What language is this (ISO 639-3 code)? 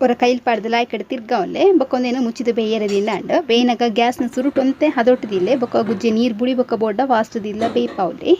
tcy